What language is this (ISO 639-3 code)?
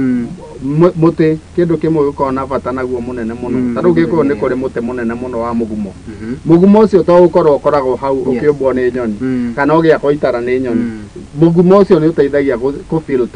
kik